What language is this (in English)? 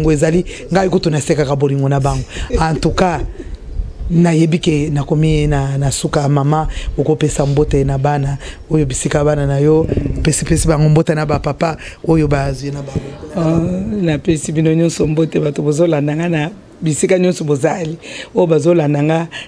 Lingala